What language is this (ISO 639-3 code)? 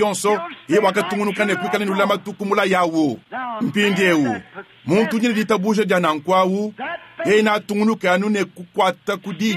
lua